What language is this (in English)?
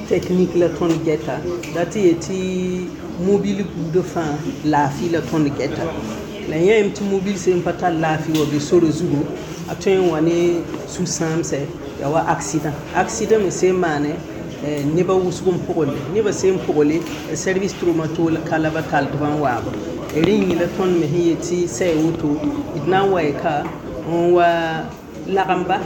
Mossi